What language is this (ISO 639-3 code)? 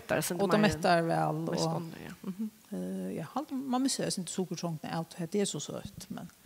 fao